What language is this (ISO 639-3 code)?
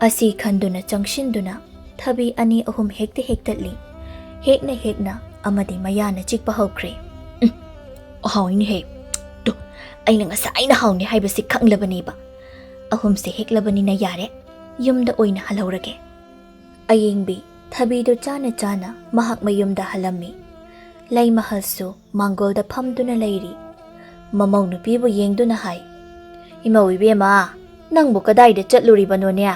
mni